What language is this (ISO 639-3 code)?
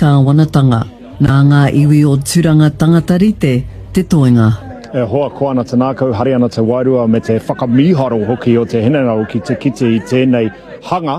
mri